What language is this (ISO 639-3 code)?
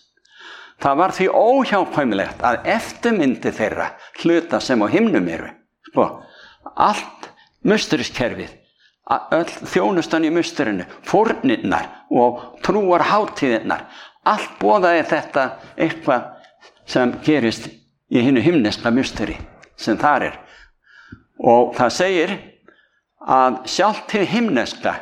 isl